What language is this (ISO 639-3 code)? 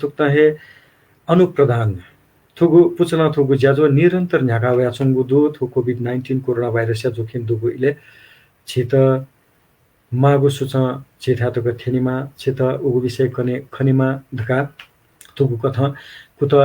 new